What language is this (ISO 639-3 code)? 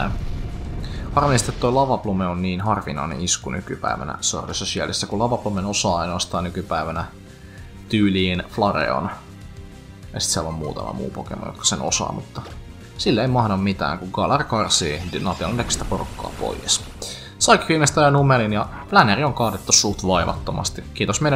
fin